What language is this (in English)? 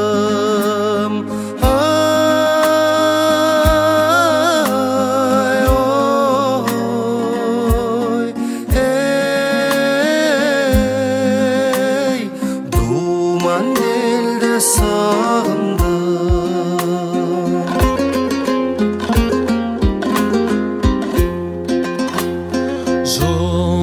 Kazakh